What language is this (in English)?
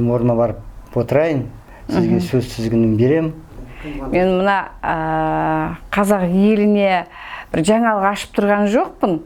Kazakh